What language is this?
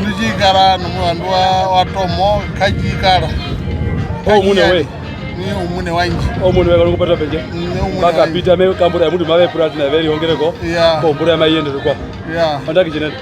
Herero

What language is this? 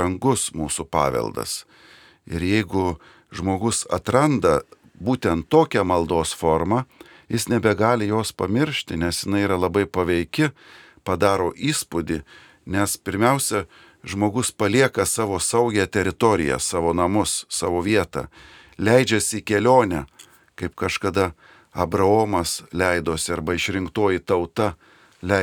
Lithuanian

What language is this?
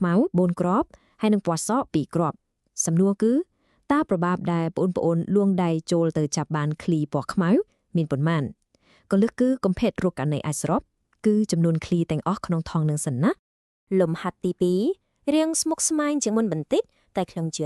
Khmer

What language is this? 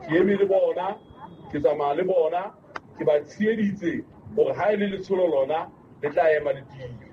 Southern Sotho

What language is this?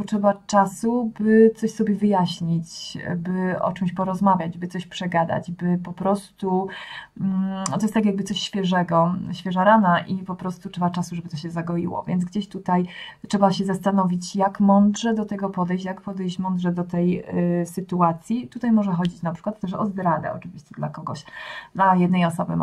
Polish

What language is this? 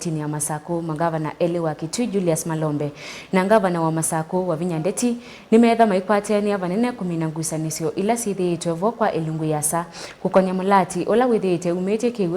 Kamba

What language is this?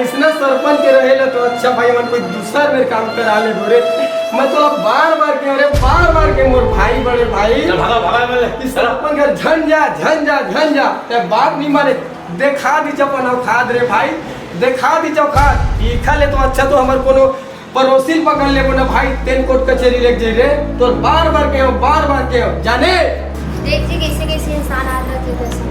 Chhattisgarhi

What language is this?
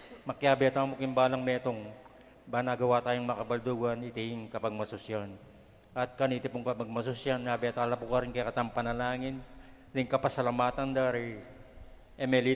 Pampanga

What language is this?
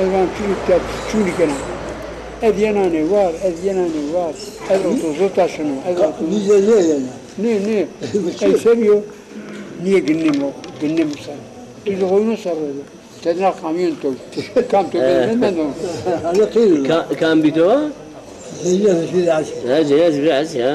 Zaza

